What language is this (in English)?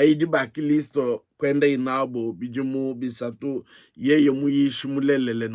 Luba-Lulua